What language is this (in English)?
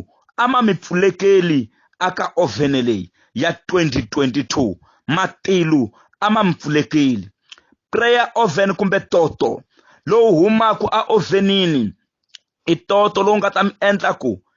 Tsonga